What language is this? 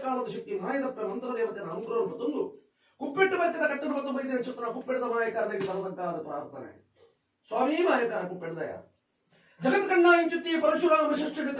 Tulu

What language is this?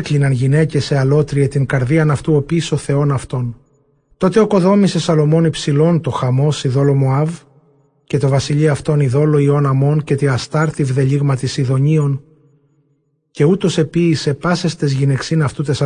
Ancient Greek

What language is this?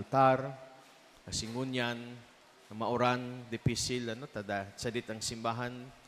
Bikol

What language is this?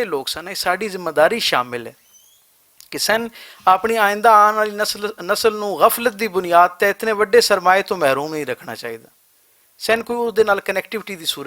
Western Panjabi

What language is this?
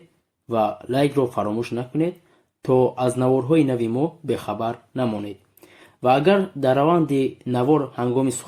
Tajik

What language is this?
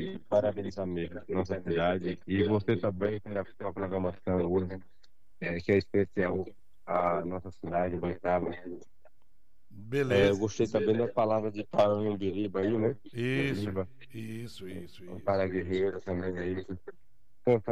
Portuguese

